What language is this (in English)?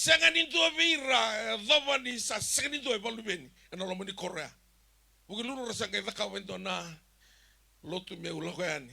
Fijian